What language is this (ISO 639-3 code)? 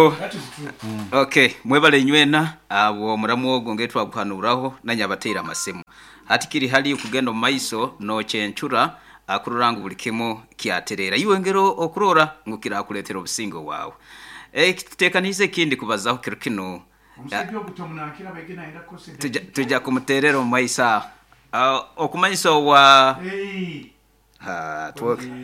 nyo